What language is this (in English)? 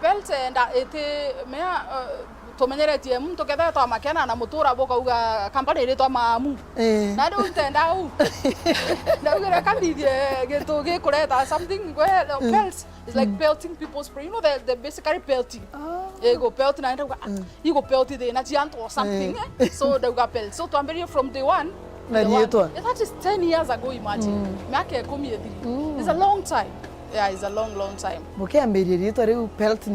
Meru